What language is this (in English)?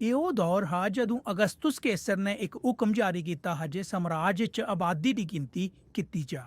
Dogri